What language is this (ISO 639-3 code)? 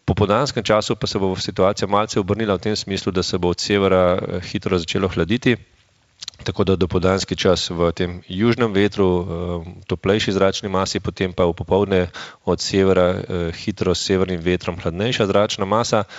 slv